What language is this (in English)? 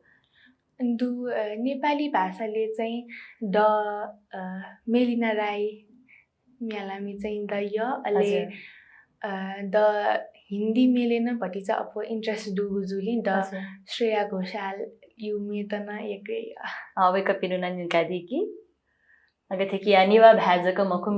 Newari